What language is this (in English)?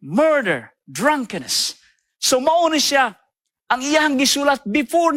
Cebuano